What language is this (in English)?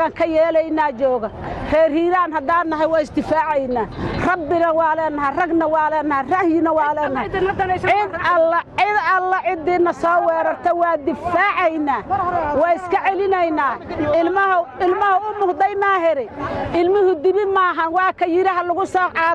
Somali